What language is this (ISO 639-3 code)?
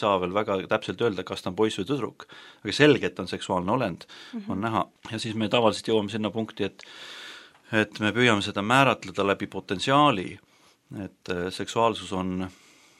est